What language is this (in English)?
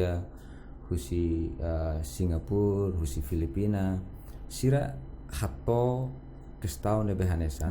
Tetum